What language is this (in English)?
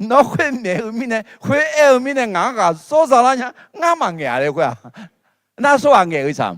Akha